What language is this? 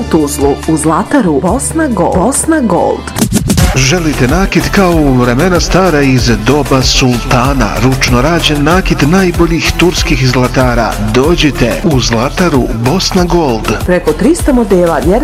Bosnian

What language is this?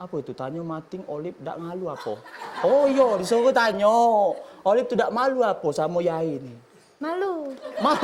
Musi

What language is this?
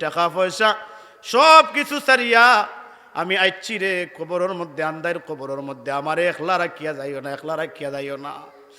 Sylheti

